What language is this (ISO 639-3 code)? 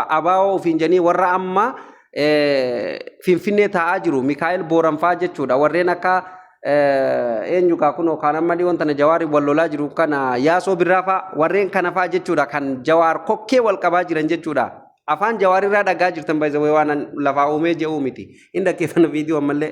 orm